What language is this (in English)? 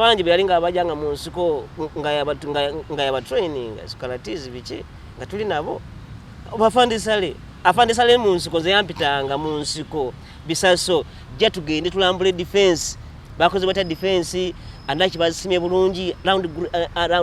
Ganda